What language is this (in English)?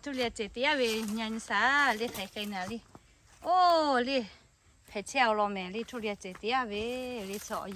Lahu